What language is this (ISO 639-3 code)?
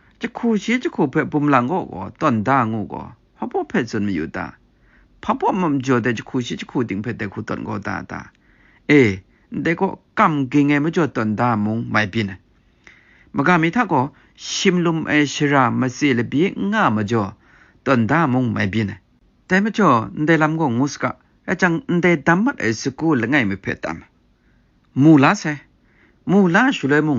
kac